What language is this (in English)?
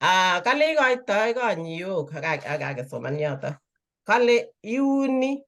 Kalenjin